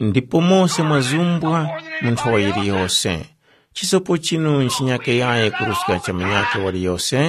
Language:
Tumbuka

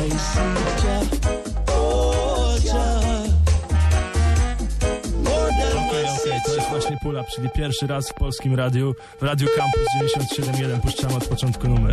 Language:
Polish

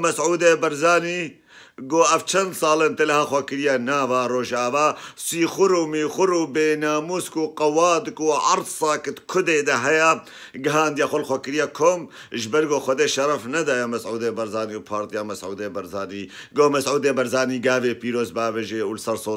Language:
Kurdish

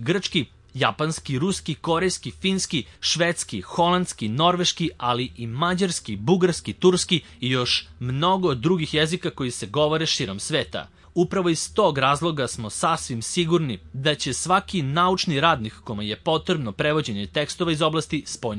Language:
Serbian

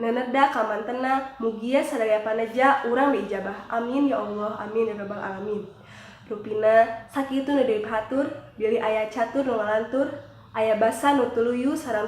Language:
Sundanese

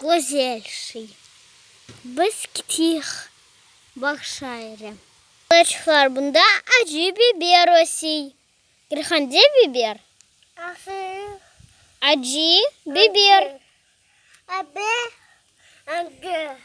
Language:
Crimean Tatar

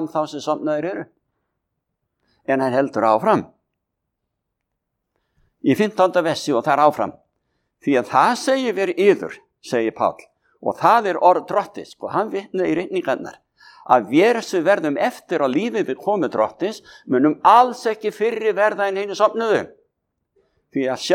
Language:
Icelandic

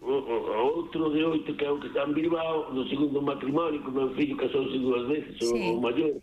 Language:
Galician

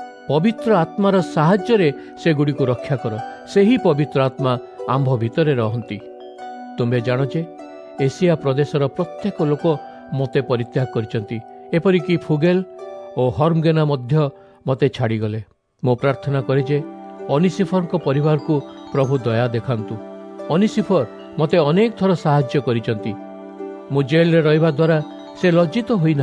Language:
Odia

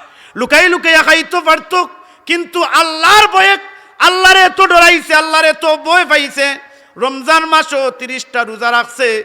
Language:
Sylheti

